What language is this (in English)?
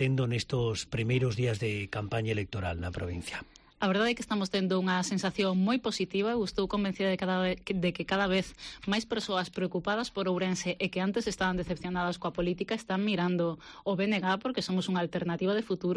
Galician